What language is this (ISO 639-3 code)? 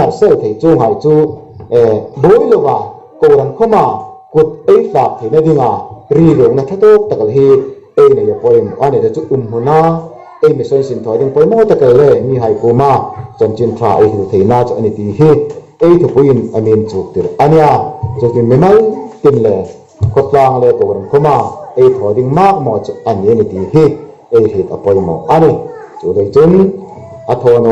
hmr